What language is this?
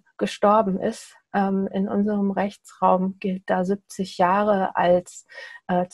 German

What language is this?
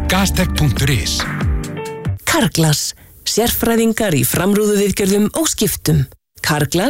Icelandic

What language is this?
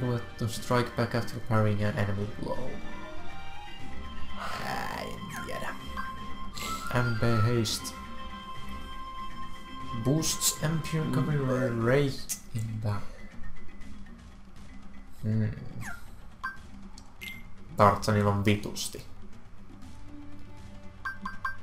Finnish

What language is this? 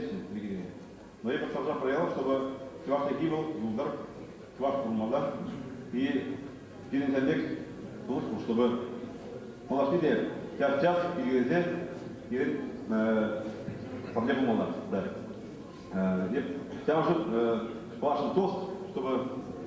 Chuvash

